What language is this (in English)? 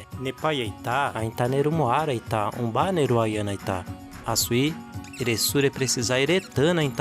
Nheengatu